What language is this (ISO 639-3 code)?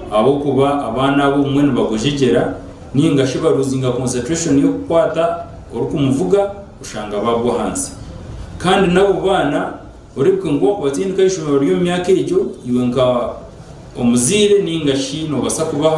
nyn